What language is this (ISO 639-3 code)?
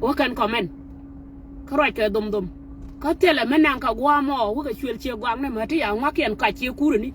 nus